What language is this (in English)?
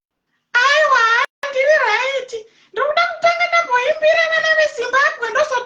Shona